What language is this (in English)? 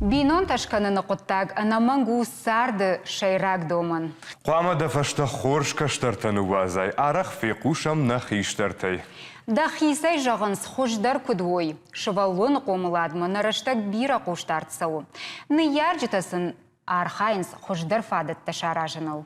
Ossetic